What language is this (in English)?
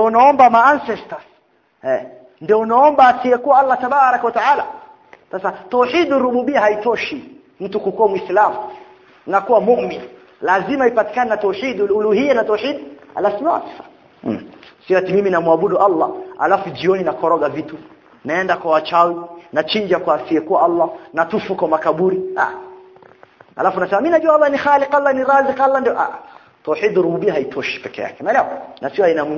Swahili